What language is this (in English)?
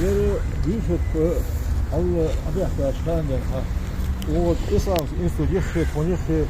Ingush